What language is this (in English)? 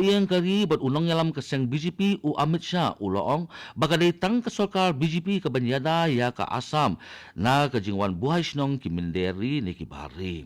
Khasi